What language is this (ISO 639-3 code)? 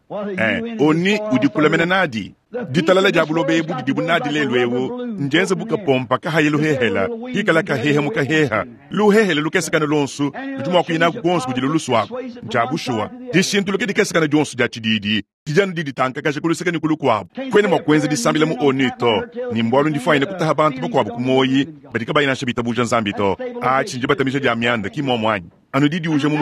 lua